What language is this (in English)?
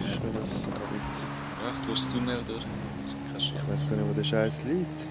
Swiss German